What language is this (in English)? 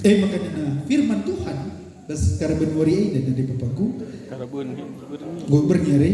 Batak Karo